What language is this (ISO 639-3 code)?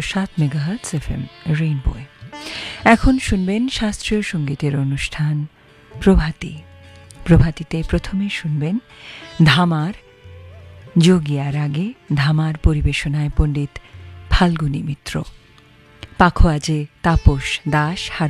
ben